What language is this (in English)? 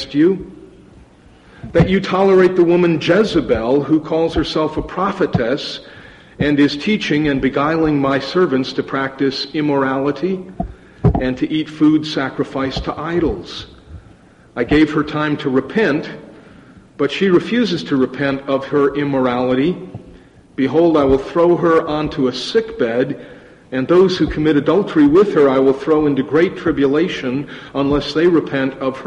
English